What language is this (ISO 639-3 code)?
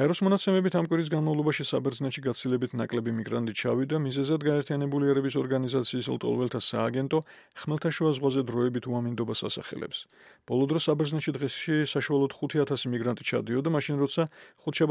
kat